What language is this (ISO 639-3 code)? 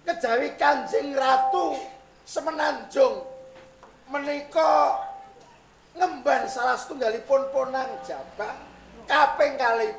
jav